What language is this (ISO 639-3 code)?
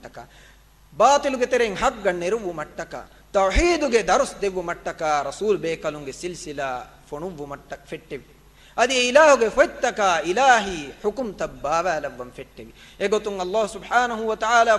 div